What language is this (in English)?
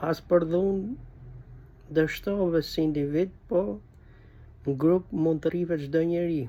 Albanian